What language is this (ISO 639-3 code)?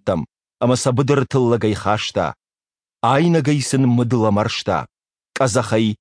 oss